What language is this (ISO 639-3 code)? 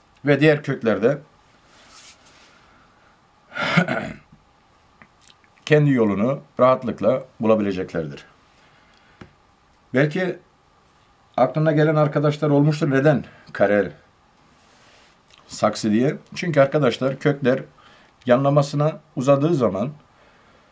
tur